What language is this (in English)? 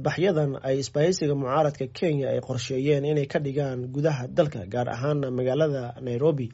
Somali